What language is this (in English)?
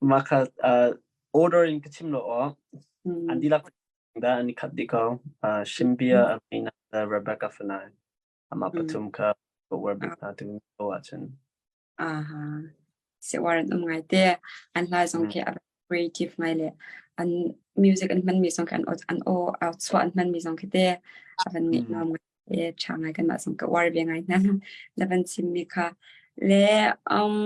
Hakha Chin